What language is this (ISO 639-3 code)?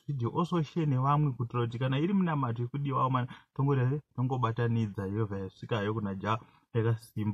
sna